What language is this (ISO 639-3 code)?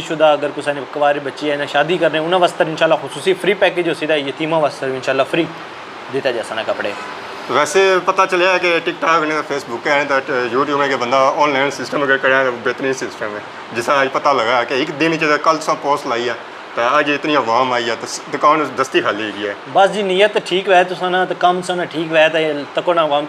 phr